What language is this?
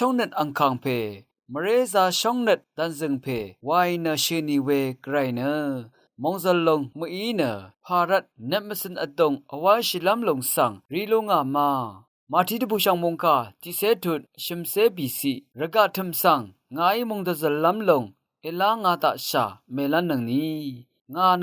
Rawang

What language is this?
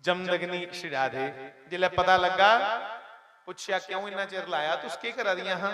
Dogri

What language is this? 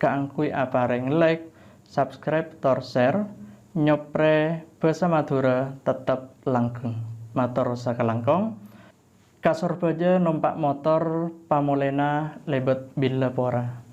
Madurese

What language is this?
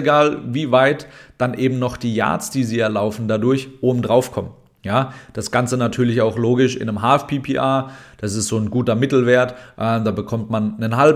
German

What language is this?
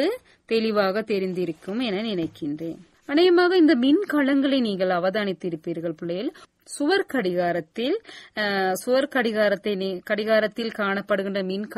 Tamil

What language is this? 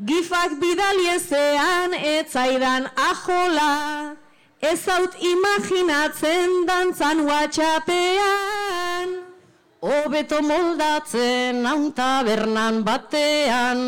Basque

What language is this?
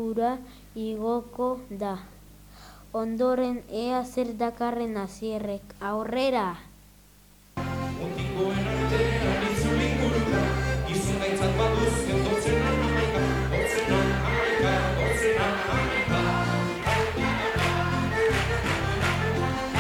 Basque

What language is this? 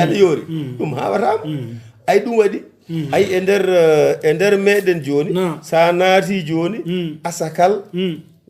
Fula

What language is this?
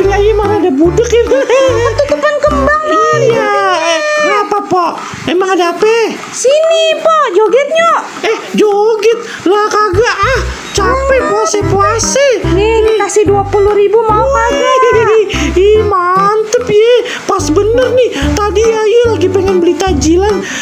Betawi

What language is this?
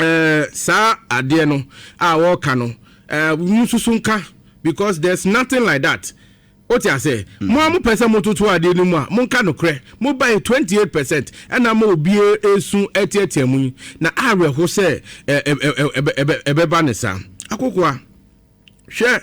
Akan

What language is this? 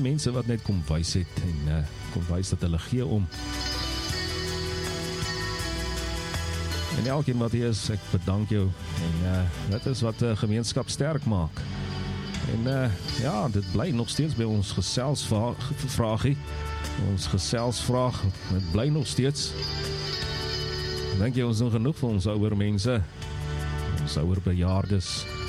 Afrikaans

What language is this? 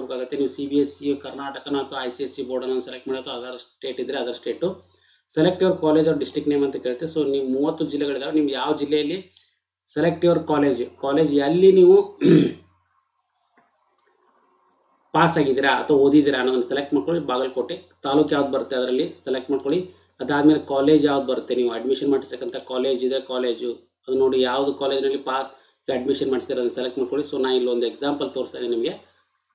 Kannada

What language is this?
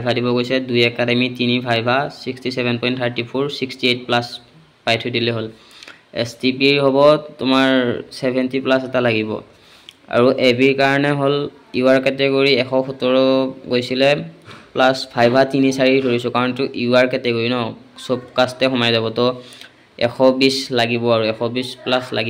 Assamese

